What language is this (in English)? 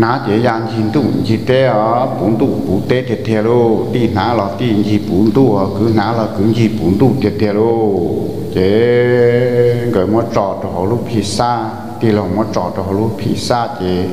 Hmong